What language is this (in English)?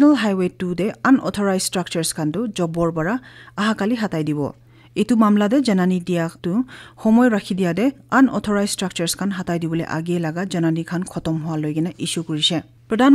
Naga Pidgin